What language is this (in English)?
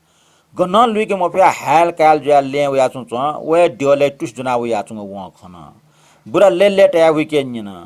Newari